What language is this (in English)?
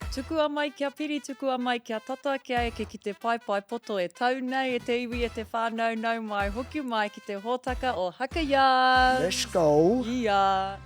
Māori